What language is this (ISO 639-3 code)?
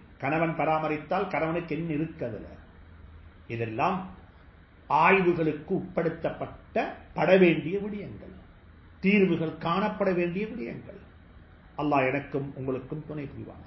tam